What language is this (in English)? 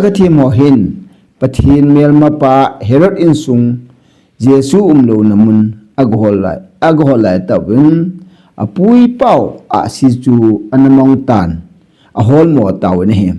Thado Chin